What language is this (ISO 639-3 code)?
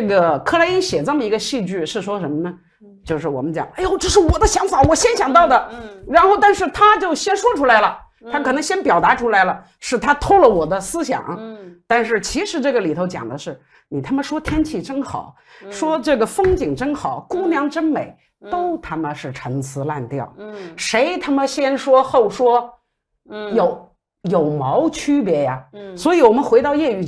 zho